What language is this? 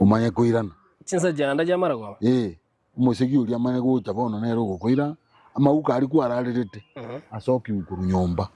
Gusii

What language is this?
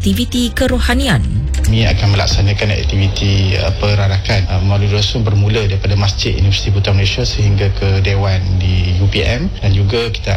Iban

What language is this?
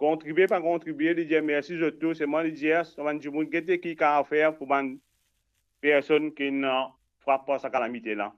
Morisyen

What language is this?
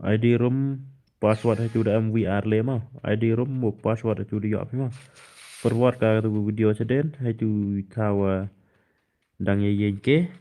Khasi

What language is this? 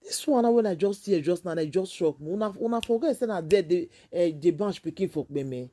Nigerian Pidgin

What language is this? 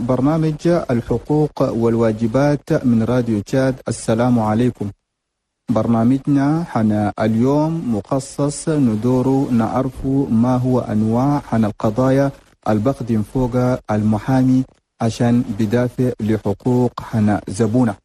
Chadian Arabic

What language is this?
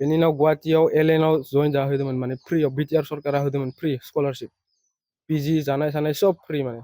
Bodo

